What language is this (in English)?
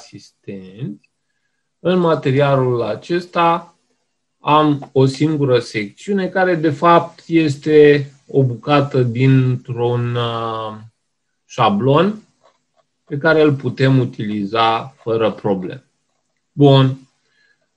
Romanian